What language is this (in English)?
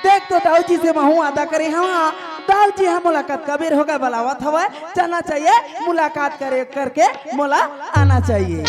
Chhattisgarhi